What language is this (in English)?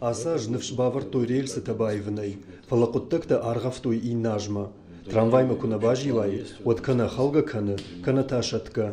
Ossetic